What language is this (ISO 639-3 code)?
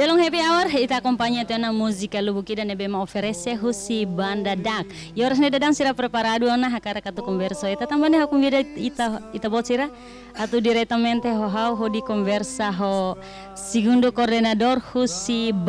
tet